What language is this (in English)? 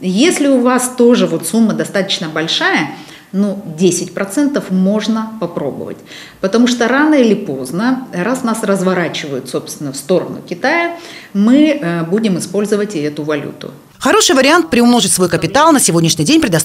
Russian